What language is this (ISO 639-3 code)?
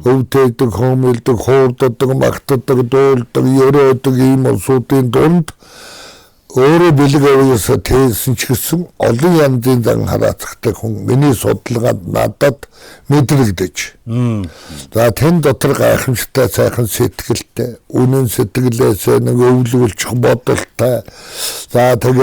mon